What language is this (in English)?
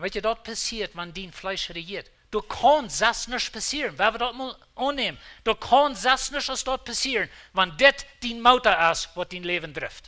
Plautdietsch